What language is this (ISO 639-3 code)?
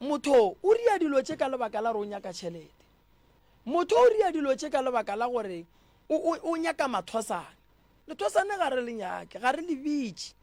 nso